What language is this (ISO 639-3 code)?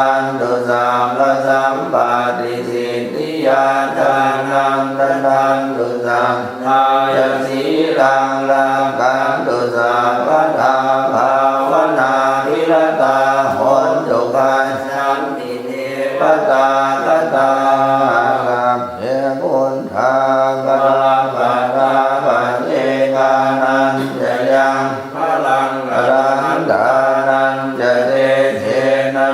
pli